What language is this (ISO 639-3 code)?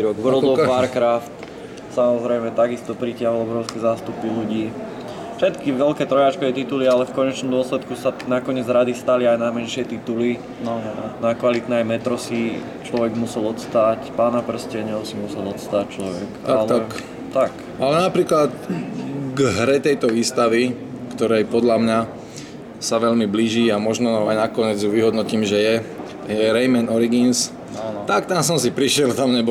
slk